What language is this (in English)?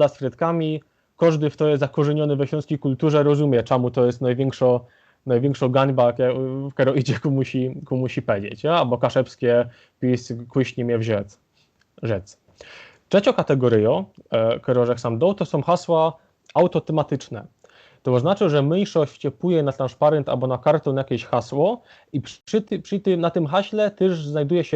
Silesian